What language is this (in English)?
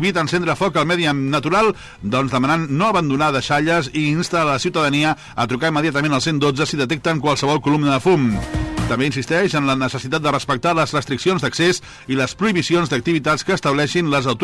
Catalan